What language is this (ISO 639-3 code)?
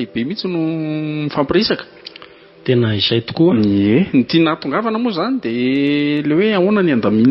mlg